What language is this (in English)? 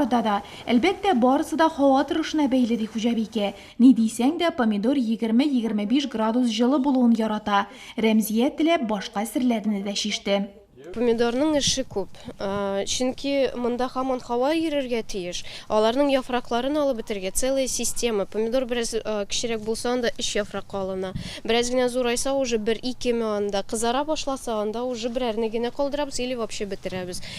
Tatar